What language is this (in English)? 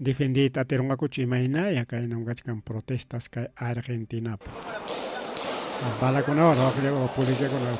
Ayacucho Quechua